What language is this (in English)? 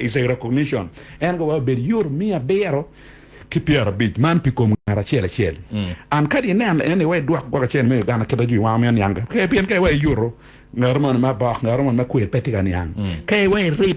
Acoli